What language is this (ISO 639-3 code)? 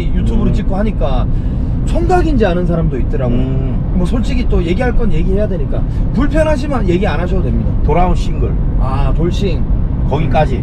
kor